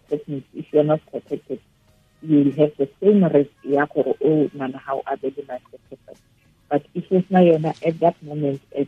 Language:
Tswana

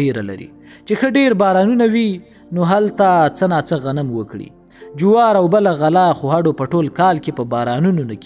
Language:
Pashto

